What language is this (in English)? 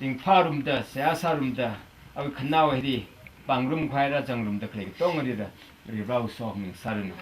Tangkhul Naga (India)